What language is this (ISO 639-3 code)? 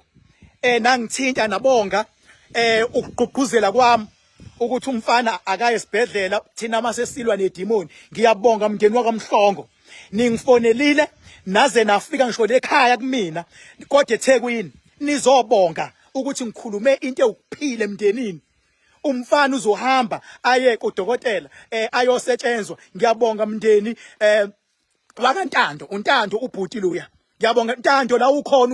zul